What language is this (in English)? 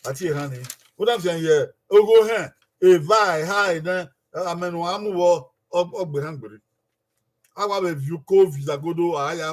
Bini